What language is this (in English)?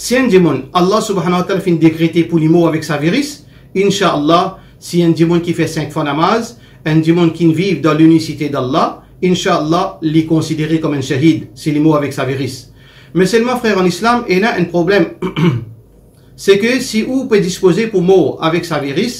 Morisyen